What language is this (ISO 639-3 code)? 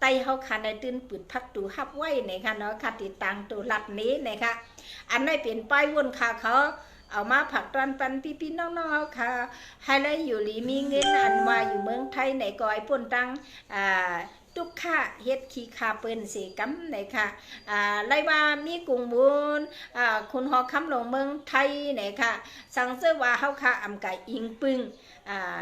shn